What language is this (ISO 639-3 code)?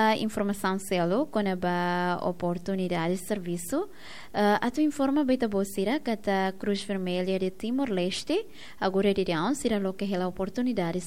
tet